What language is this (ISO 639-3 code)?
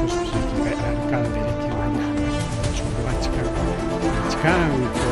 quy